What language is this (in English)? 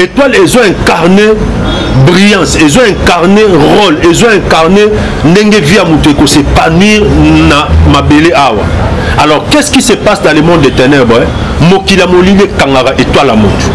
Lingala